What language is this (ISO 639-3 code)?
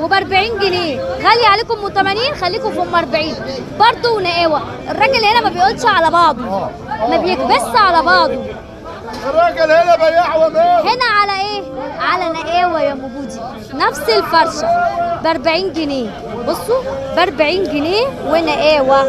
arz